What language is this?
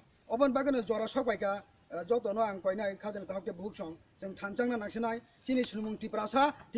Kok Borok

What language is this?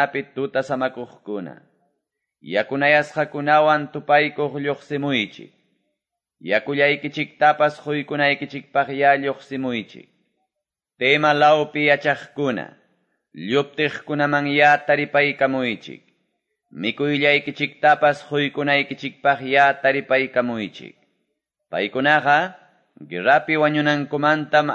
Quechua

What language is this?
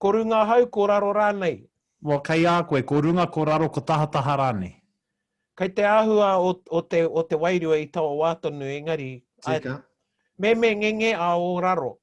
Māori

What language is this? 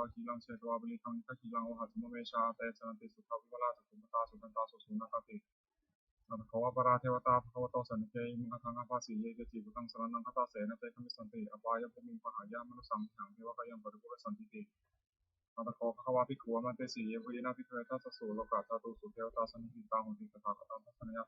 Pali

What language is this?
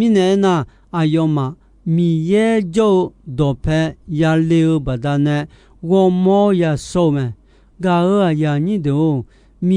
Akha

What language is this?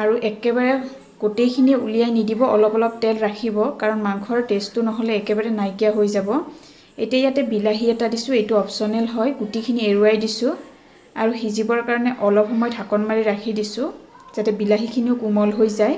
Assamese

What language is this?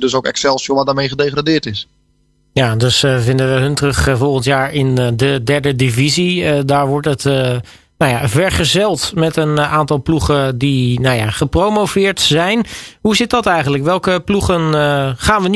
Dutch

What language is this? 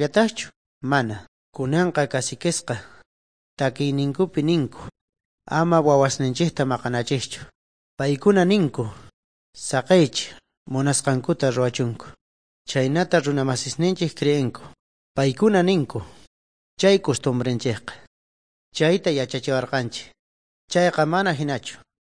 Quechua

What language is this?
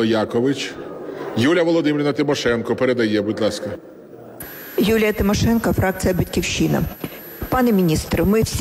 Ukrainian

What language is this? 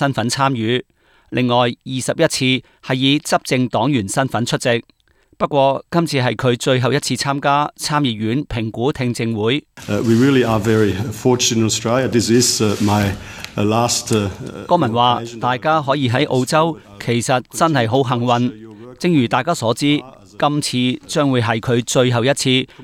Cantonese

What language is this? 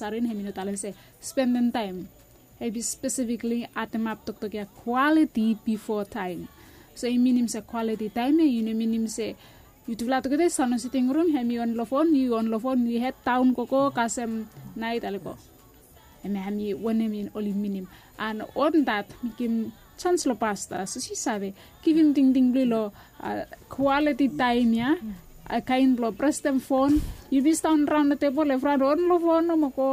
Bislama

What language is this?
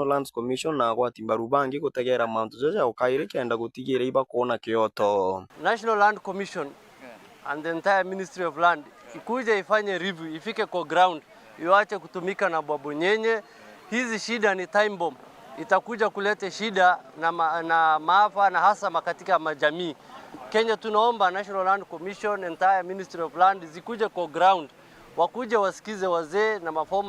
Meru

